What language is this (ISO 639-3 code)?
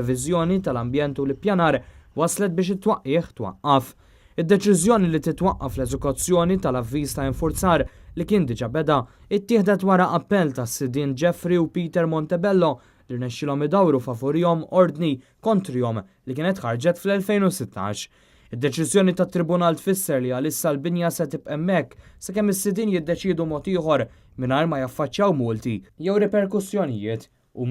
mlt